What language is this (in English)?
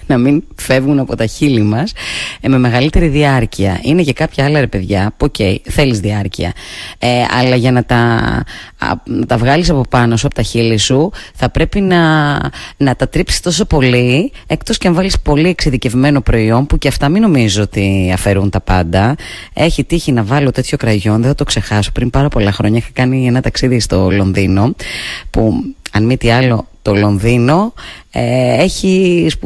Greek